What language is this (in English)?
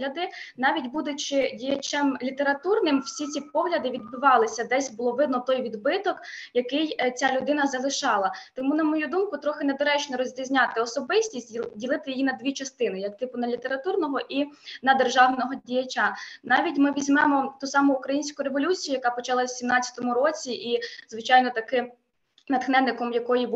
Ukrainian